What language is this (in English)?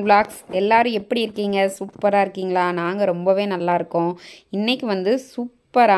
Tamil